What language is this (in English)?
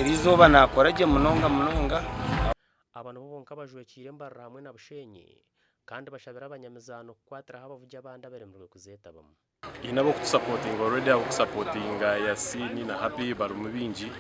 Nyankole